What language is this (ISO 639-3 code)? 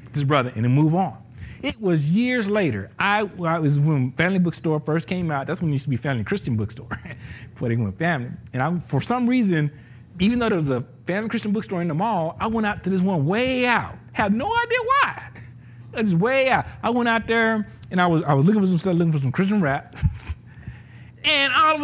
eng